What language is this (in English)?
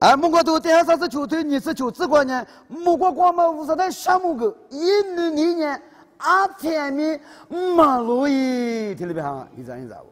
Lisu